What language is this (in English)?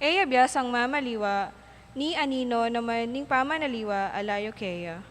Pampanga